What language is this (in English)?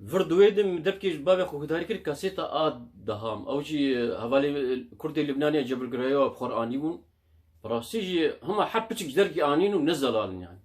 Kurdish